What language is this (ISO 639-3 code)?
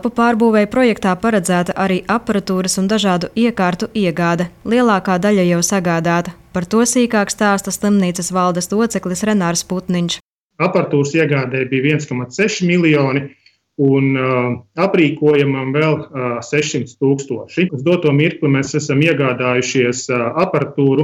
lav